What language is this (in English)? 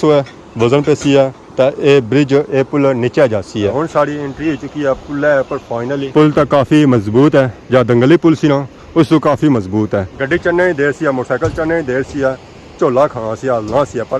Pahari-Potwari